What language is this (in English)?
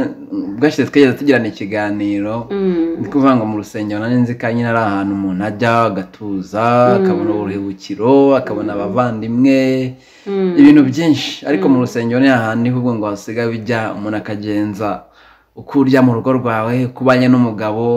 Kinyarwanda